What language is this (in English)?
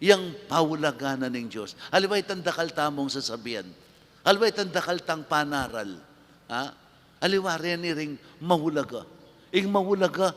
Pampanga